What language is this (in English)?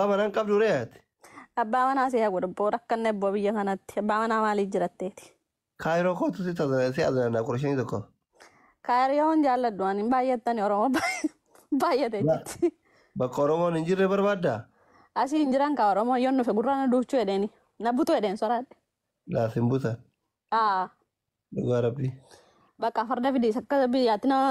Oromo